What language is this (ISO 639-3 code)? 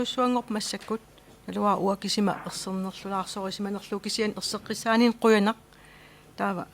kal